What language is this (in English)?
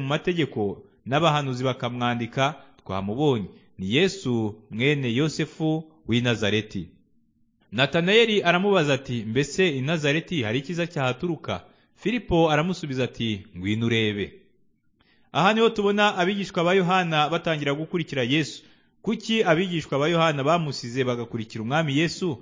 Kinyarwanda